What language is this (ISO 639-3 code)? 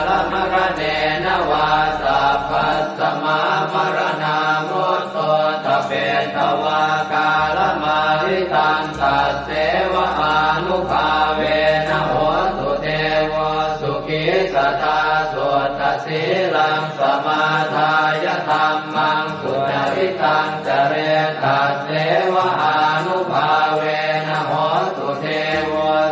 pli